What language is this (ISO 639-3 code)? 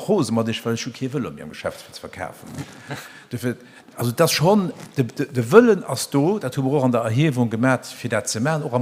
ltz